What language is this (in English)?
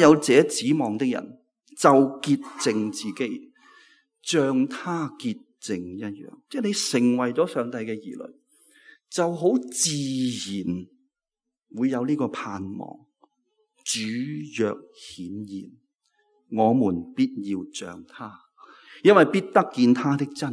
Cantonese